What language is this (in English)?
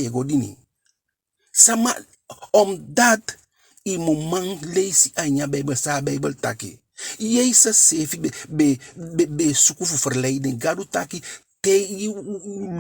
Eastern Maroon Creole